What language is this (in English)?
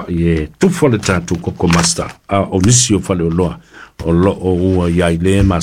Samoan